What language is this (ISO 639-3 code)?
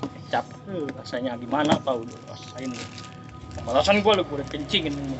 bew